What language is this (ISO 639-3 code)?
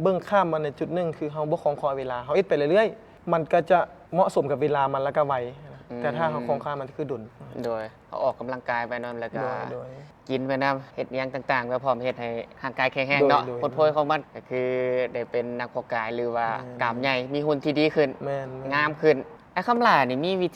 lao